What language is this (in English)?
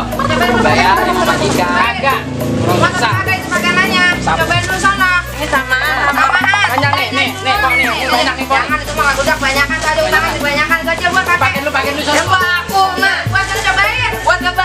Betawi